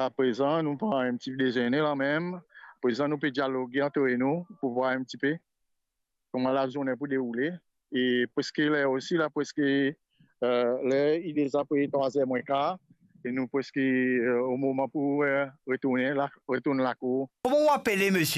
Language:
Morisyen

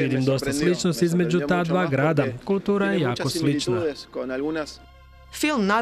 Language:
Croatian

